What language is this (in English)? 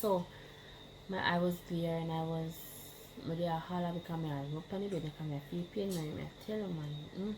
Jamaican Creole English